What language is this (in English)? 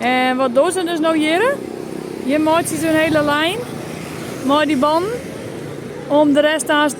Western Frisian